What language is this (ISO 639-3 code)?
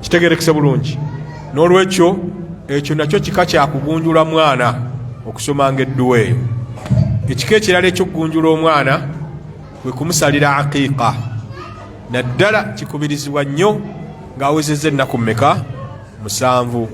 lug